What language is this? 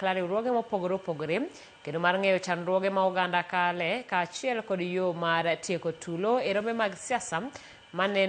Luo (Kenya and Tanzania)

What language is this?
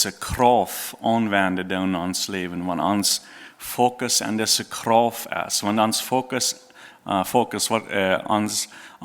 Plautdietsch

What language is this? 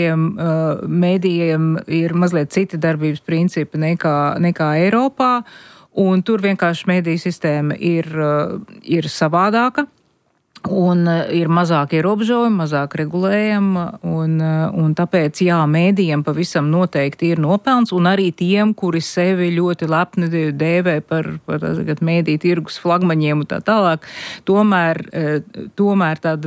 Latvian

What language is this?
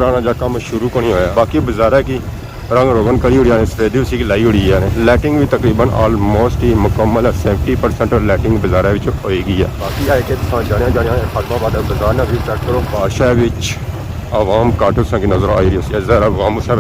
Pahari-Potwari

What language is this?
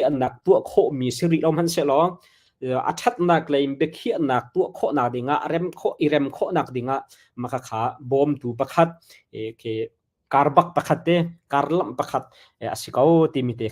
Hakha Chin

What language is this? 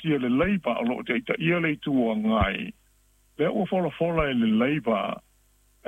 Samoan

